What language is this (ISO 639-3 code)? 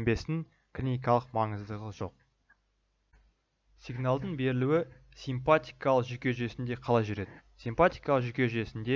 kaz